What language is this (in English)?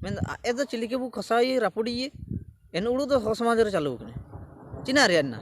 Ho